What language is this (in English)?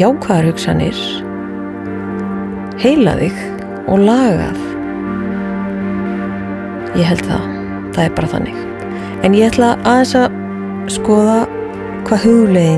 Icelandic